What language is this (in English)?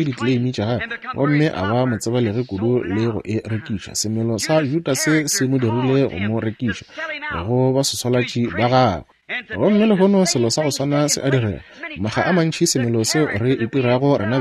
Northern Sotho